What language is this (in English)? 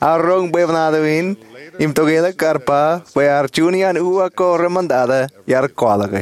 Marshallese